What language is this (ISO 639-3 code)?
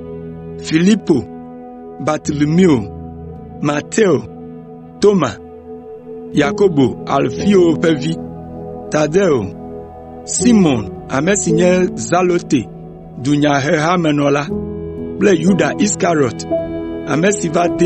ewe